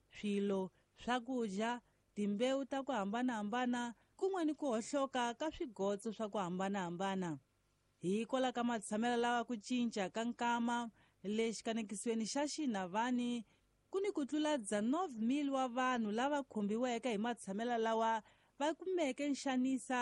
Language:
Tsonga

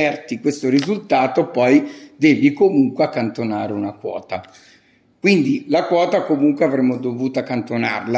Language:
Italian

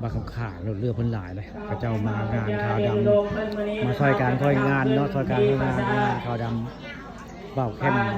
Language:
Northeastern Thai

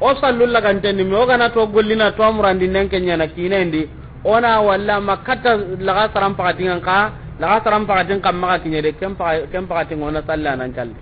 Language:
Soninke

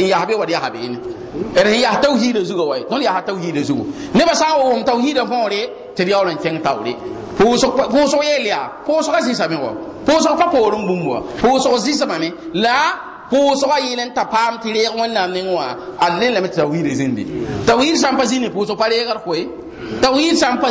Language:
Mossi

